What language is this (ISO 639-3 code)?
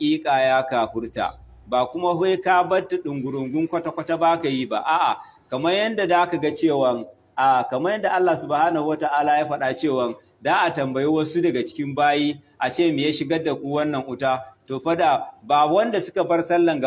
hau